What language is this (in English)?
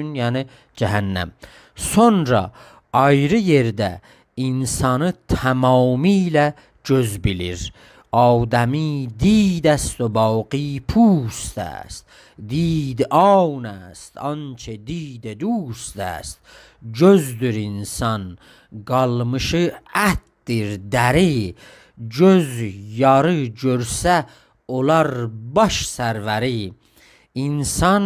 South Azerbaijani